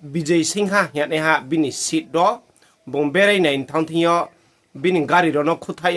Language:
Riang (India)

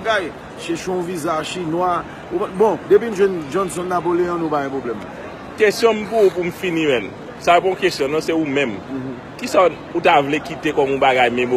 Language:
Haitian Creole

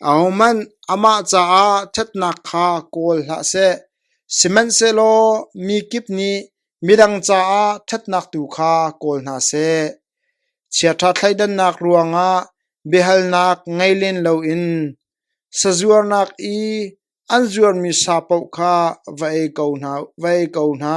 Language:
Hakha Chin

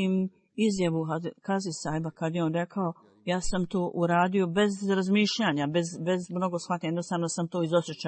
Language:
Bosnian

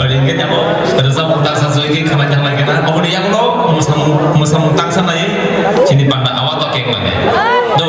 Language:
Kok Borok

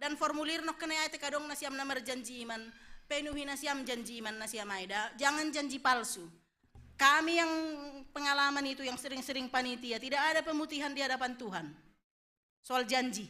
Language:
Batak Simalungun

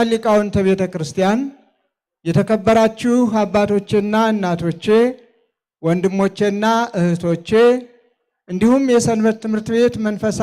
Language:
Amharic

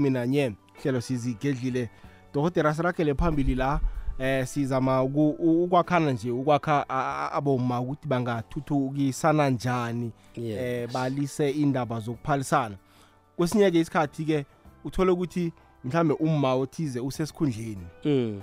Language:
South Ndebele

